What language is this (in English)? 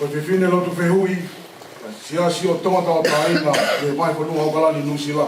Tongan